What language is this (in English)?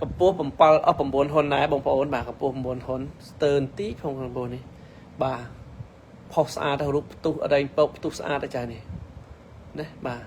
Khmer